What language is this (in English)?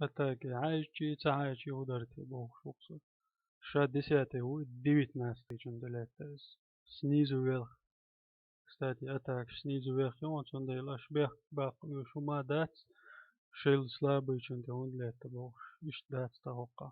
Chechen